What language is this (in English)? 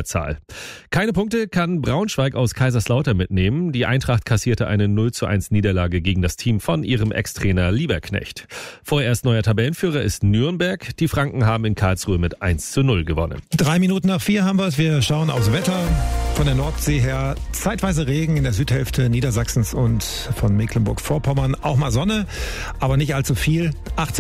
German